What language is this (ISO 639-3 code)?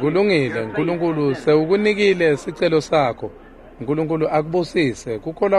ssw